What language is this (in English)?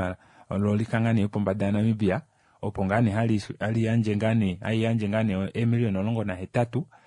Kuanyama